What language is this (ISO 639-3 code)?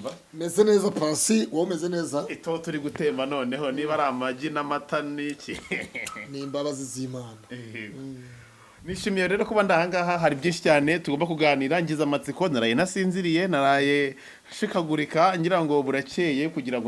kin